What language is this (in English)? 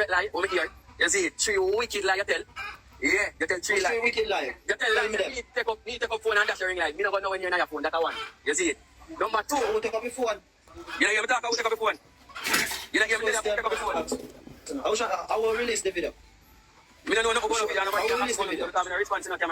Jamaican Creole English